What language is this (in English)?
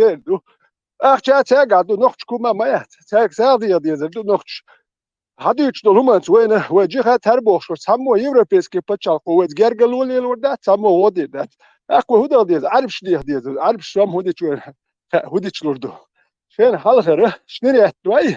Chechen